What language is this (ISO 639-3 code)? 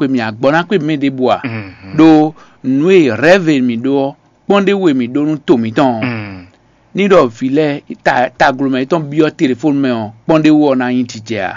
fon